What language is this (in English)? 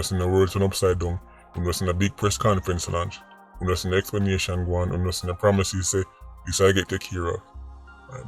Jamaican Creole English